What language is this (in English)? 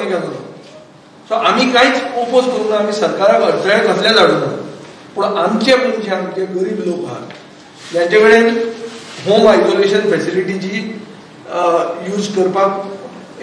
Konkani